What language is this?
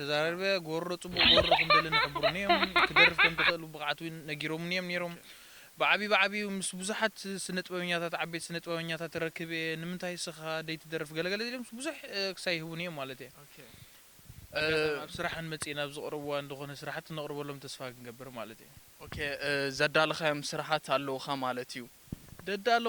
Tigrinya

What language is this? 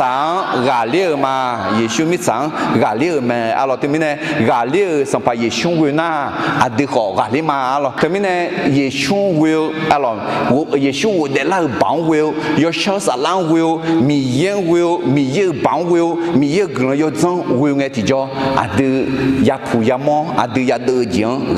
Akha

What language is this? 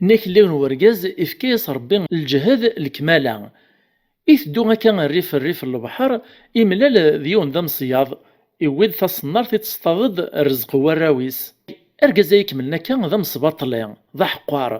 Kabyle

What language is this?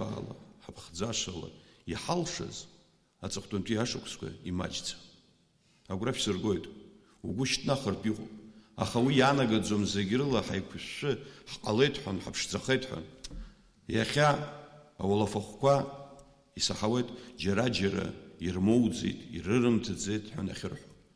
Abkhazian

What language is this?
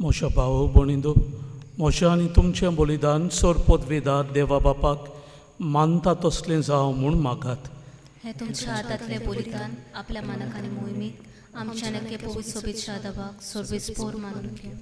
Konkani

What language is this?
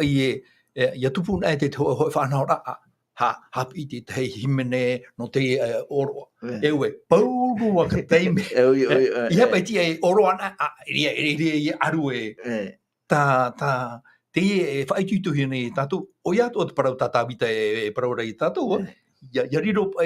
Tahitian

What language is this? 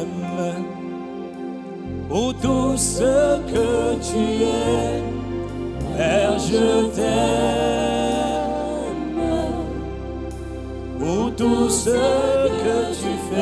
French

